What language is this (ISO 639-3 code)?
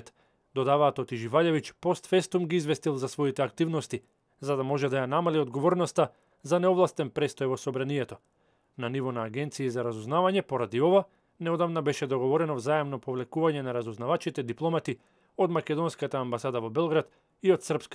mkd